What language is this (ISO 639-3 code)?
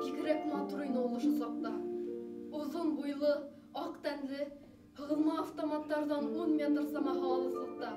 bak